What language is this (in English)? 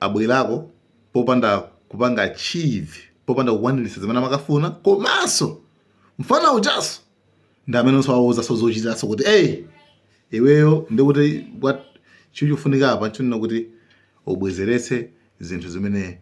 Nyanja